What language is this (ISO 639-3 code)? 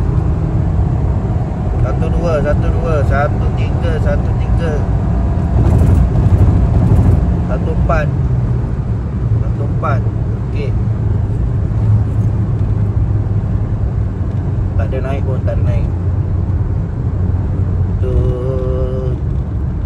msa